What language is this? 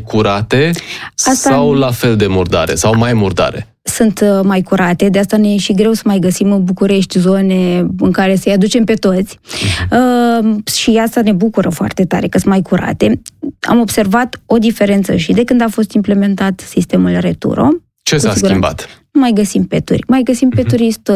Romanian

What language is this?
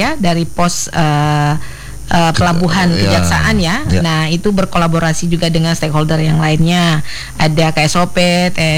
Indonesian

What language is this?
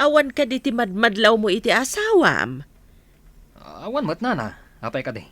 Iloko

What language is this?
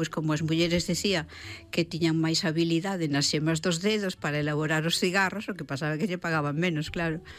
Galician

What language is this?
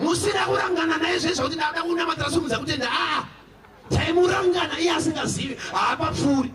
Shona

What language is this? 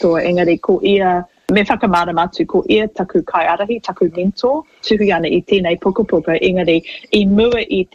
Māori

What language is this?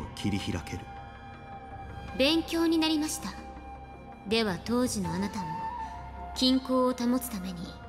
Japanese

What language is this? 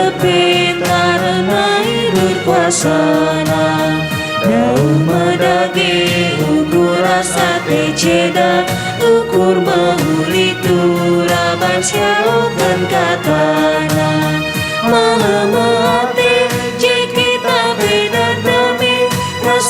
Batak Karo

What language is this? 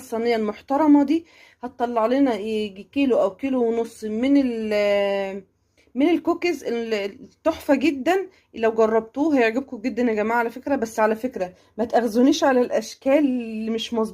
Egyptian Arabic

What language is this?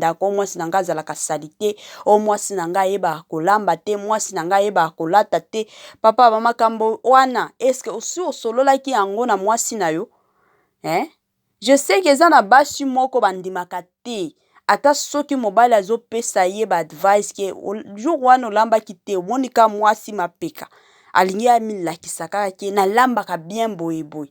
Lingala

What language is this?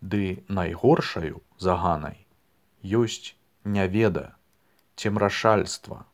Belarusian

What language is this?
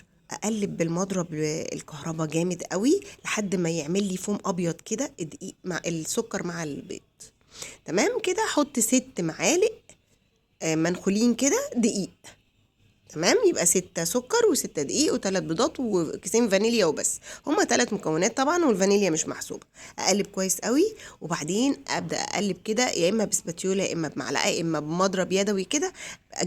Egyptian Arabic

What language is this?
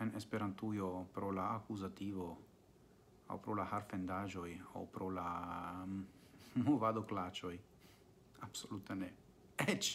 Esperanto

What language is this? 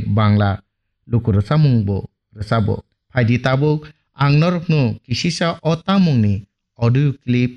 Kok Borok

